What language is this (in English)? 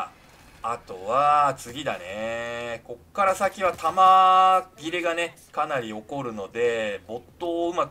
Japanese